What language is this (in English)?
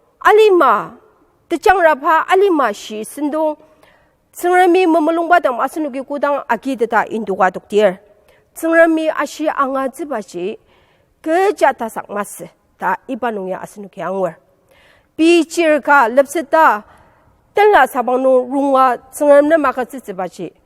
Ao Naga